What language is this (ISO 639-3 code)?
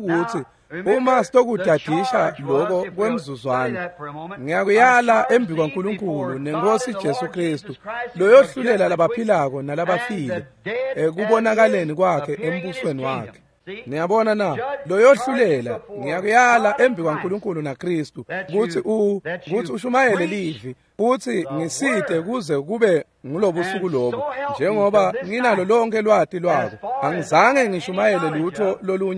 ssw